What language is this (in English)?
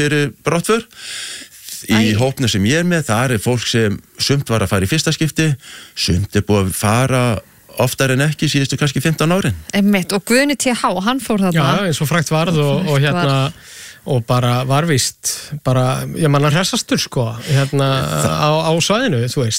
Icelandic